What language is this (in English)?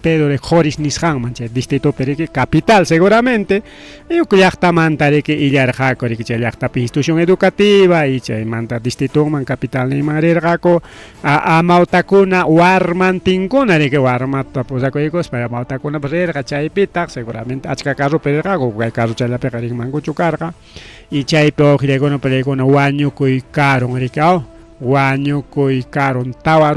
Ayacucho Quechua